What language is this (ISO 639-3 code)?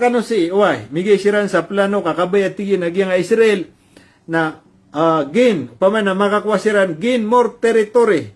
mrw